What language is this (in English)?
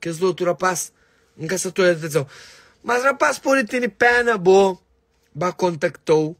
Kabuverdianu